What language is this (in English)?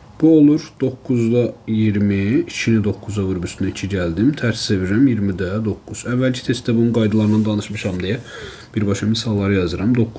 Azerbaijani